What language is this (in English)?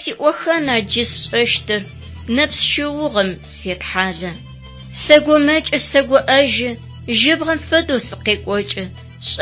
Adyghe